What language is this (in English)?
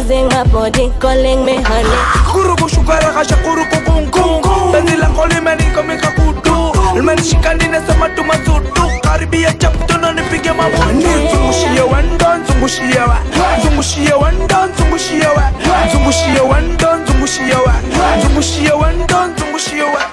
Swahili